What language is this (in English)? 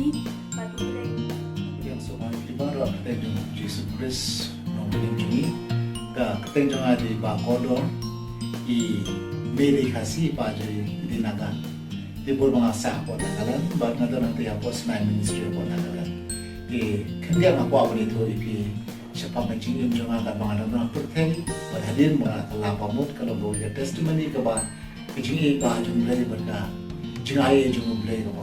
Khasi